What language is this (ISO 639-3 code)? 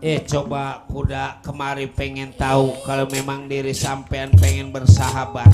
bew